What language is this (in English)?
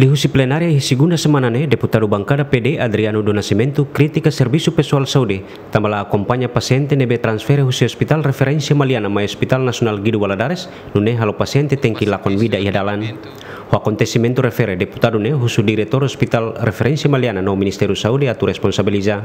Tetum